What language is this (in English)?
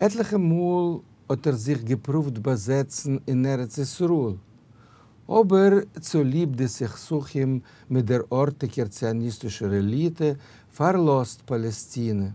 Yiddish